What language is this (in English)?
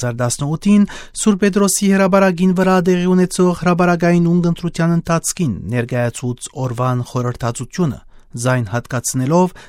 Western Armenian